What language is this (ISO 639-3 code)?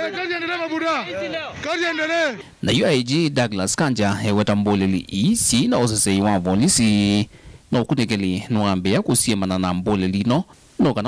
kam